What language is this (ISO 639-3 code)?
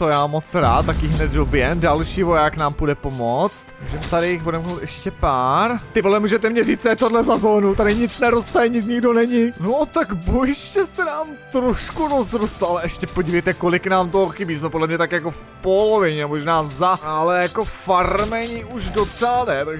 ces